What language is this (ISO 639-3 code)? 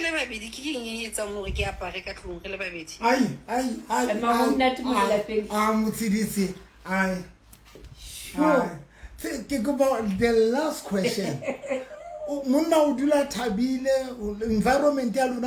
sot